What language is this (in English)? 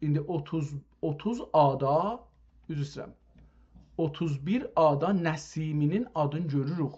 South Azerbaijani